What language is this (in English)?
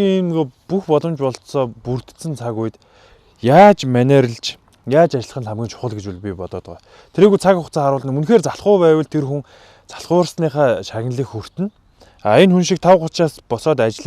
Mongolian